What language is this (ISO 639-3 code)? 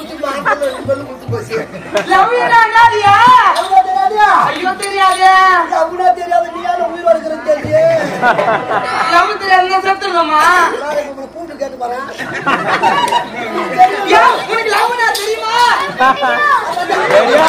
tam